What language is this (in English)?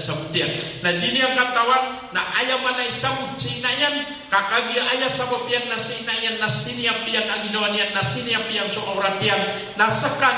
Maranao